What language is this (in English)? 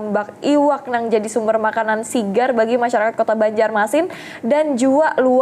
Banjar